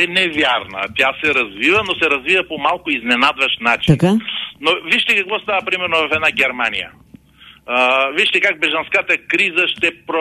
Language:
Bulgarian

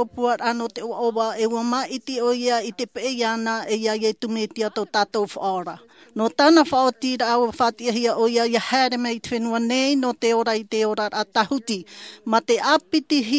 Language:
Tahitian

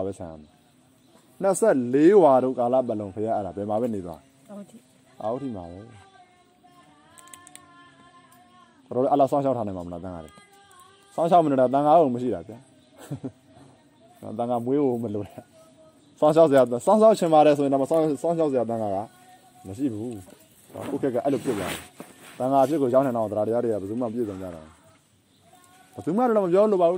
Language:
Burmese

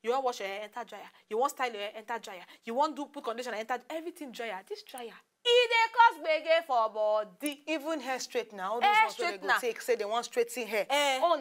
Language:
Nigerian Pidgin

